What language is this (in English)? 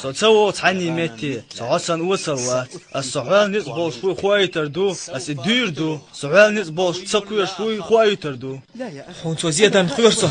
Chechen